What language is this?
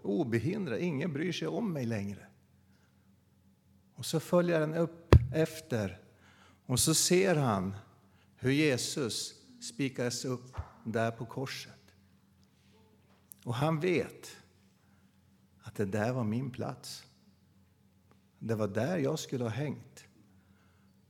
Swedish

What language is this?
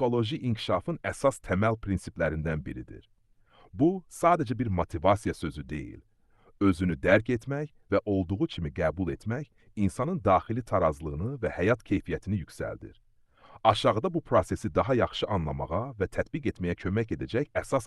Azerbaijani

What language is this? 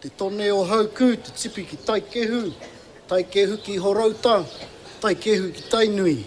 Māori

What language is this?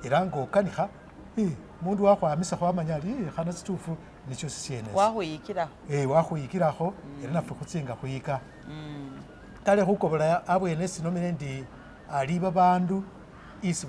Masaaba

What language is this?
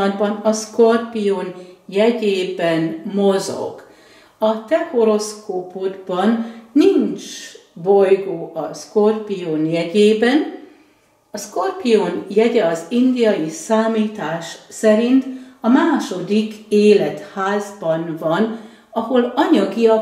Hungarian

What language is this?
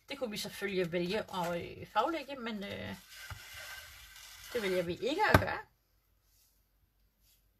Danish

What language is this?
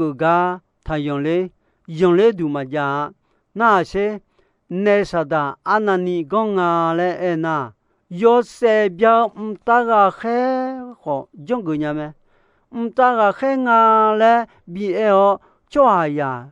Akha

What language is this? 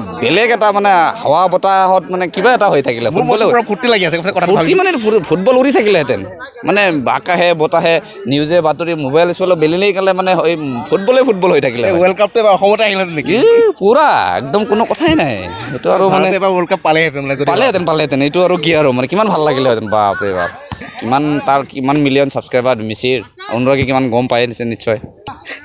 Assamese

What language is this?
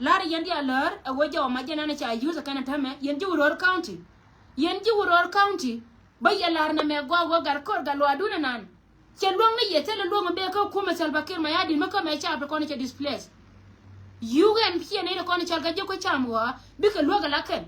Nuer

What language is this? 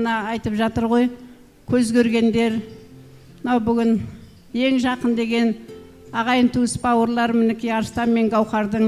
Kazakh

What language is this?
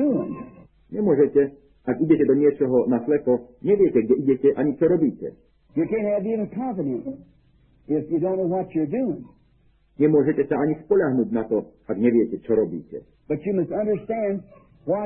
Slovak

